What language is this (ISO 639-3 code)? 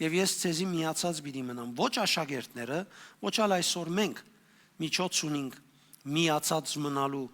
hyw